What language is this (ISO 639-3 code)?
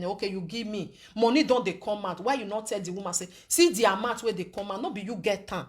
pcm